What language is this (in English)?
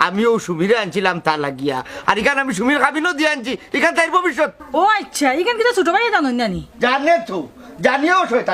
Sylheti